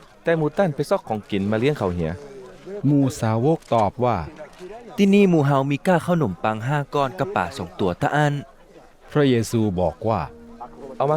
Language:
Northern Thai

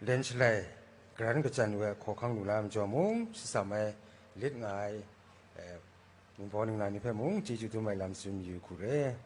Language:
Kachin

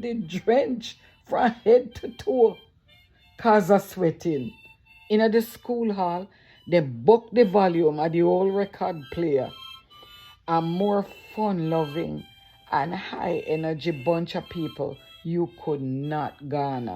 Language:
Jamaican Creole English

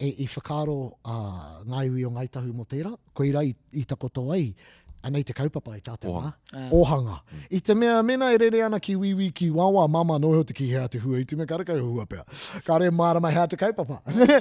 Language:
Māori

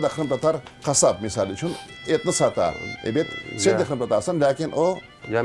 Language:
Crimean Tatar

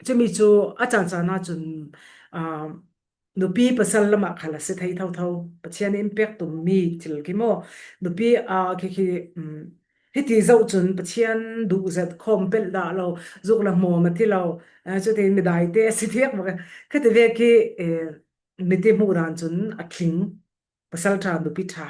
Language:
Falam Chin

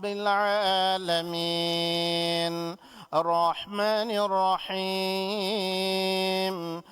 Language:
Divehi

